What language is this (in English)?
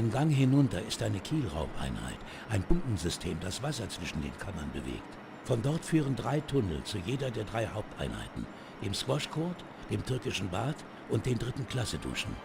Bavarian